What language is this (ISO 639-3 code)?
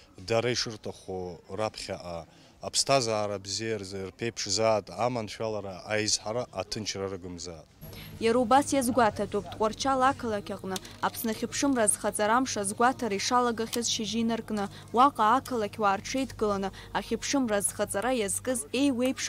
abk